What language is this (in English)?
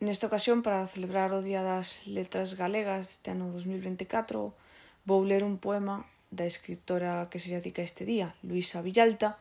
Galician